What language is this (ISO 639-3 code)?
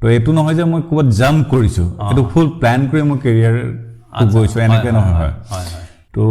asm